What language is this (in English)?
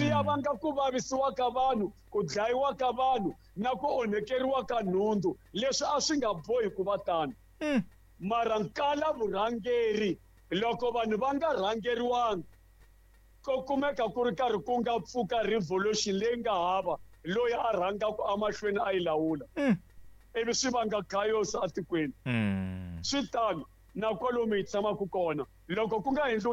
Tsonga